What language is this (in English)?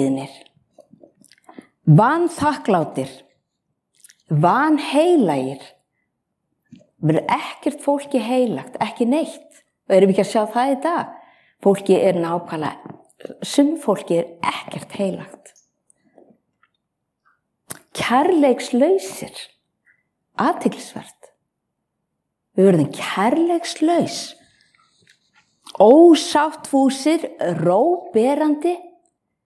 Icelandic